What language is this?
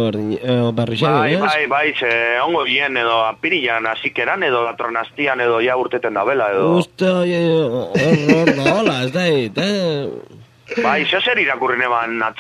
Basque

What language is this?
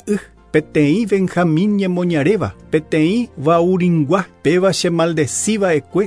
Guarani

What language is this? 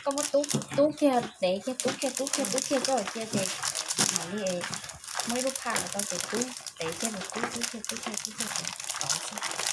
Hmong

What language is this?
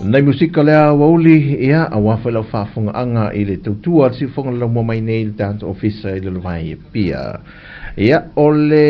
Samoan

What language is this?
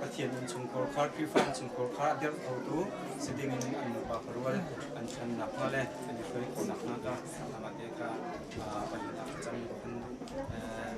Hakha Chin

